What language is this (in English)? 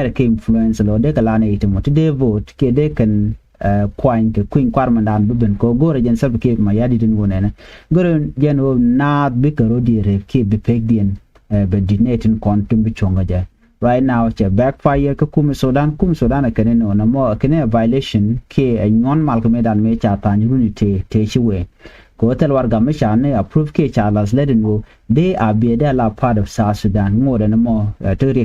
Nuer